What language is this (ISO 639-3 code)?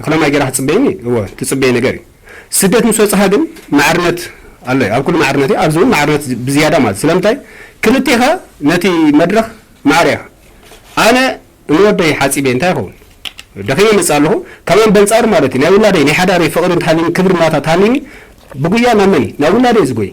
tir